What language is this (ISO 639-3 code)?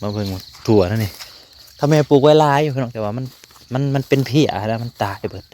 tts